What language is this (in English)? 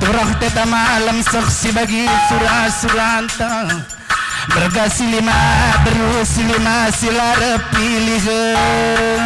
Batak Karo